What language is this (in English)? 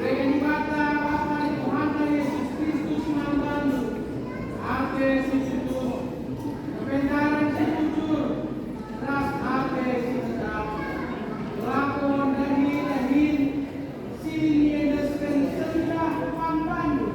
Batak Karo